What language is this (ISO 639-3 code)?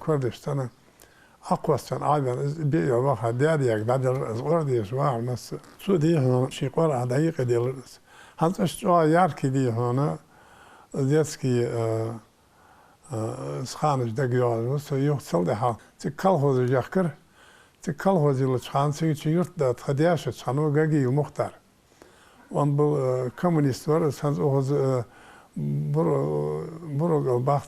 inh